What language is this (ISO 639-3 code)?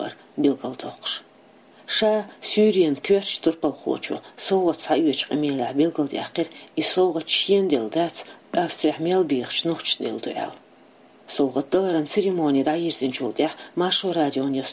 che